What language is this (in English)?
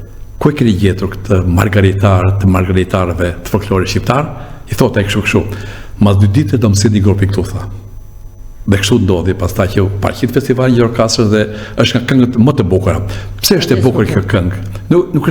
Albanian